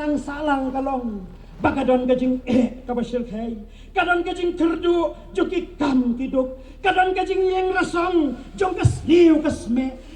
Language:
Khasi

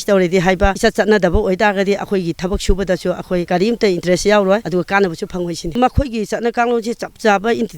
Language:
Manipuri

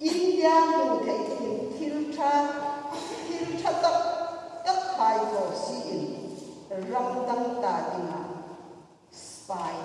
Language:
Hmar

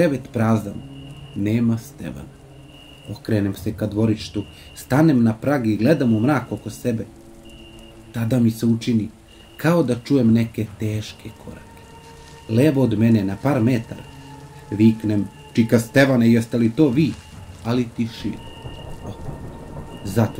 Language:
Serbian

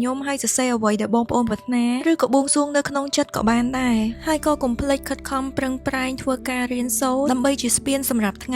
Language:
Khmer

